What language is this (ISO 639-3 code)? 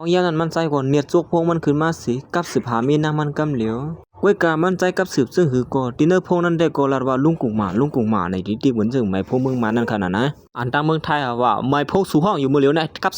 shn